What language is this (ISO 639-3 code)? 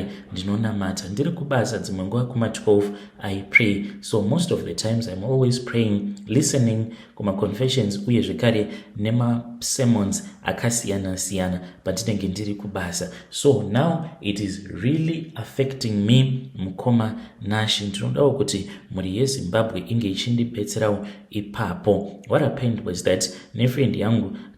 sna